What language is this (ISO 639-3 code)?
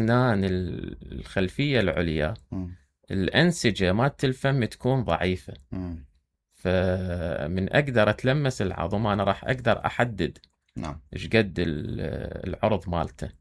acm